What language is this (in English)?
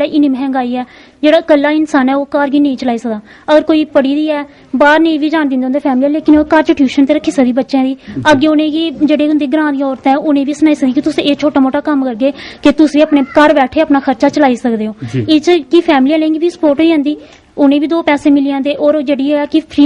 Dogri